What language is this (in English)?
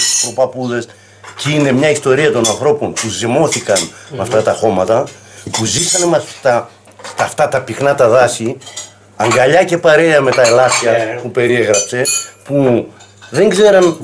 Greek